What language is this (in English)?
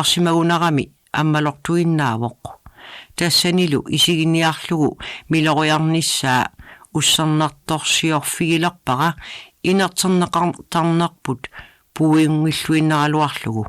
Kalaallisut